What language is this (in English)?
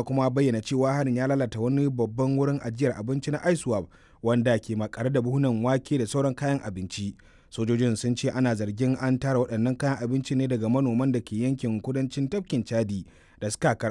Hausa